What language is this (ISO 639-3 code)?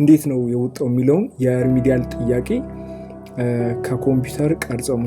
amh